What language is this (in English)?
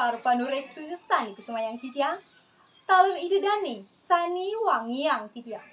Balinese